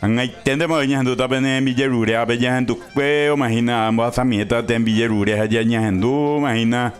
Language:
Guarani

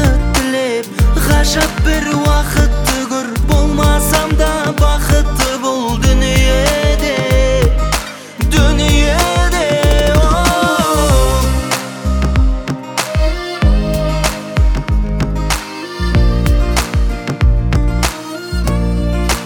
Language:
Kazakh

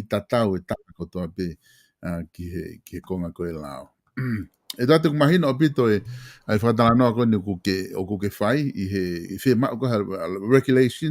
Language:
Tongan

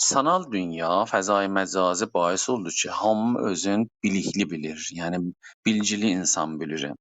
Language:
South Azerbaijani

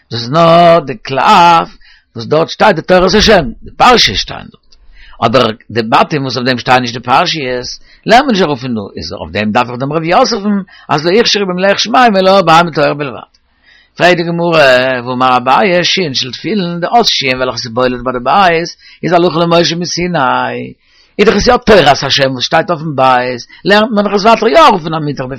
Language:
Yiddish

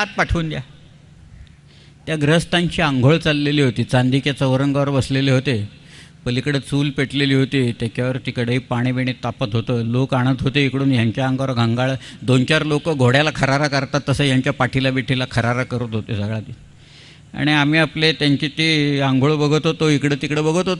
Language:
Marathi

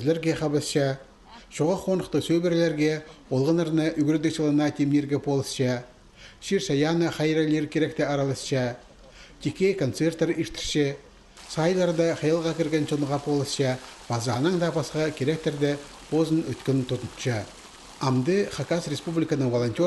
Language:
Khakas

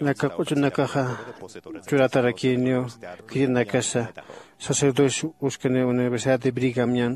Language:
Aymara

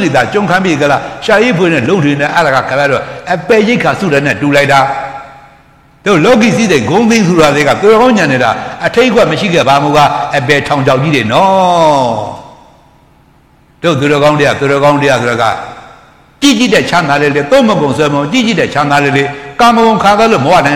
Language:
Burmese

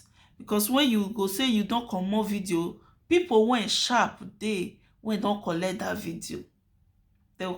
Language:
Nigerian Pidgin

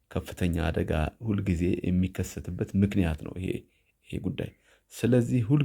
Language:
Amharic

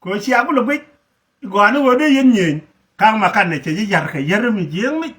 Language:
Nuer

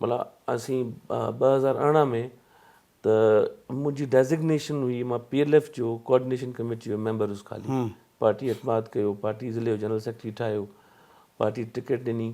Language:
Sindhi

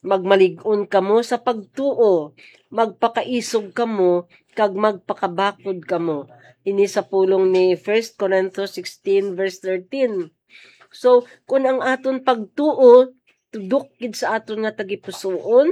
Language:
Hiligaynon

